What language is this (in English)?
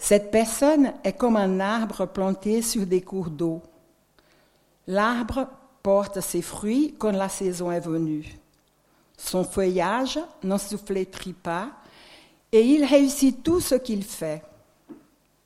French